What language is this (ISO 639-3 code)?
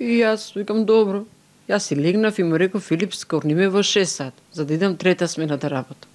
mkd